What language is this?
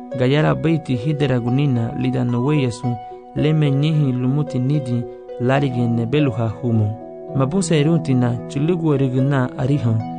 Garifuna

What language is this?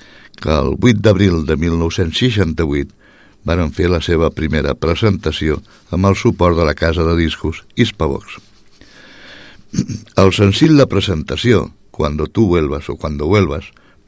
Catalan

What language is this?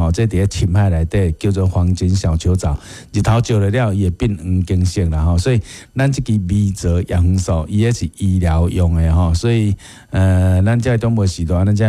Min Nan Chinese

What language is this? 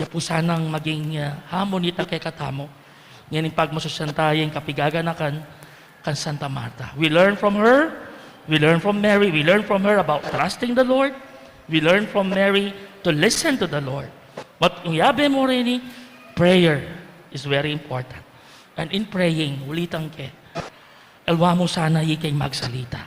Pampanga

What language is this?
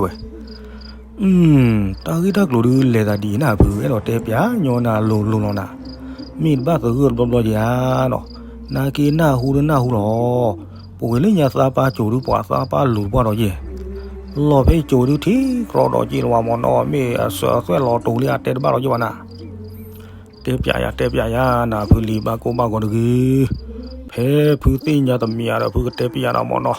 S'gaw Karen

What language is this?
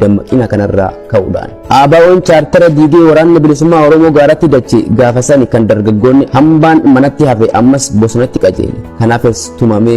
Oromo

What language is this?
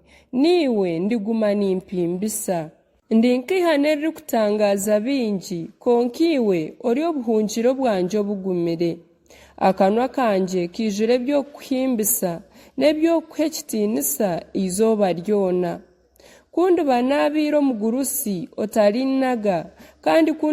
Nyankole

